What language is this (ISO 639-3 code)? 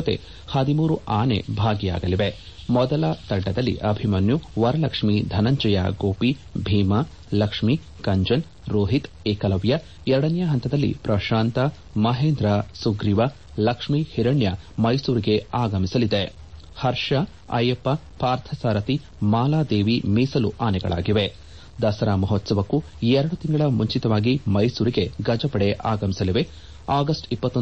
kan